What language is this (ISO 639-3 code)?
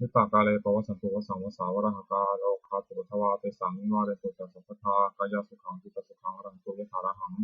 pli